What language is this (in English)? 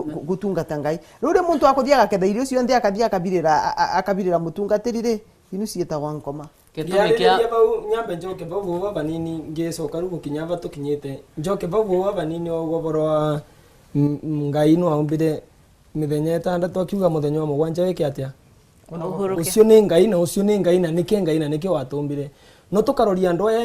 Meru